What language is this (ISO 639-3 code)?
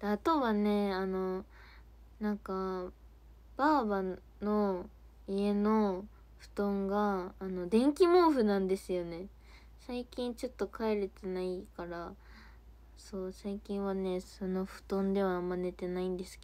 jpn